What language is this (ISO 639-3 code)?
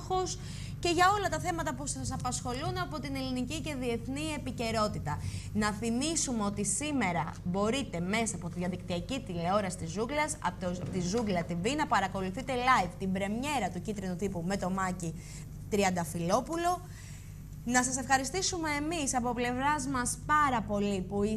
ell